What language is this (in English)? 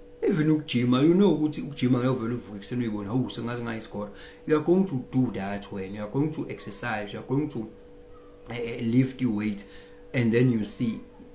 Zulu